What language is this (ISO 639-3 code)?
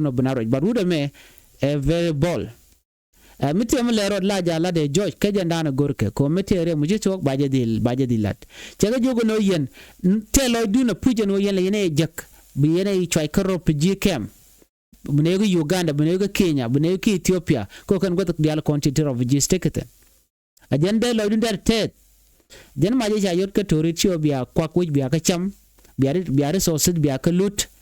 nus